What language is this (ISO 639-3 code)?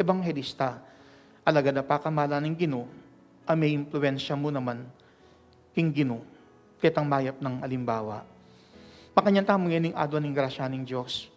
pam